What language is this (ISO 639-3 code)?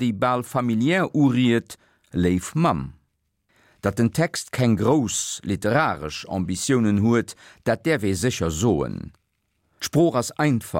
ltz